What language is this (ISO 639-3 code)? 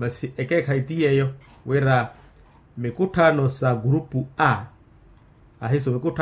vmw